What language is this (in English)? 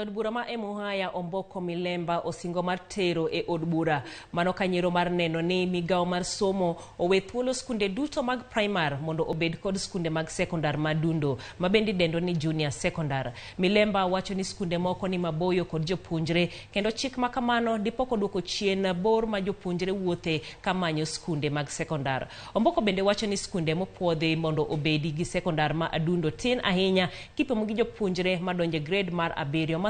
Luo (Kenya and Tanzania)